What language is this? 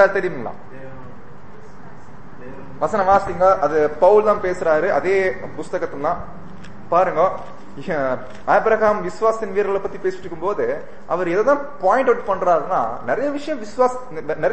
Tamil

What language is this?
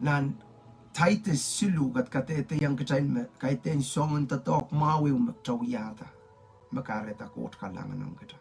Pohnpeian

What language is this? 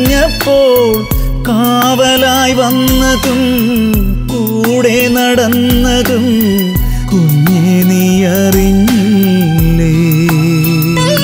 Malayalam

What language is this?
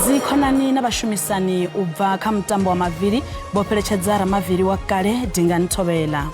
Venda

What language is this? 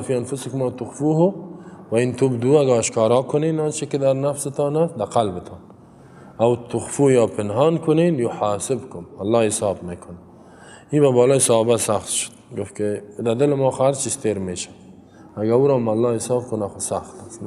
Persian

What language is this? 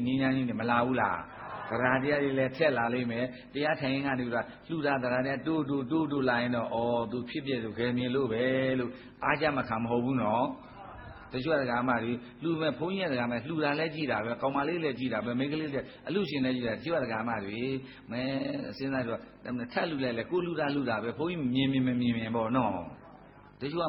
Burmese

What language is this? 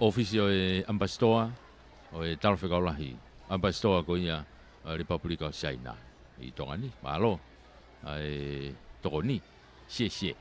Tongan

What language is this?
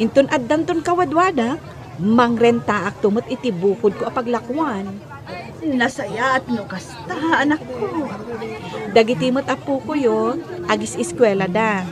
Iloko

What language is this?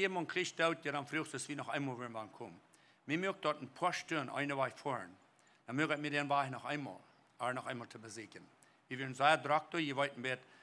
Plautdietsch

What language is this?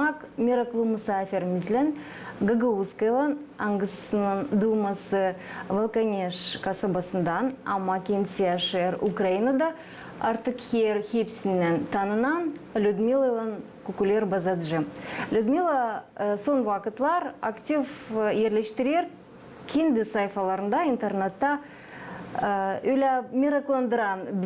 Gagauz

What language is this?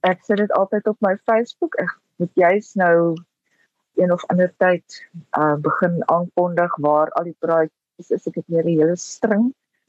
Afrikaans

